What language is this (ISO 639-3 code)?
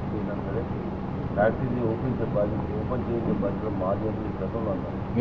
tel